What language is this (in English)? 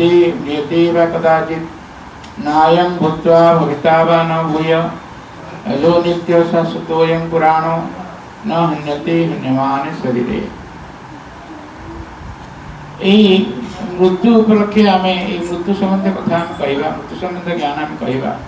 Odia